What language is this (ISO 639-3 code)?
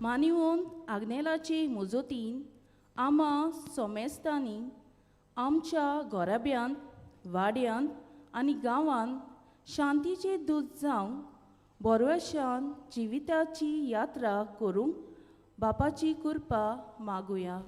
kok